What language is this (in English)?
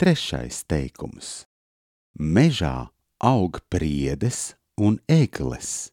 Latvian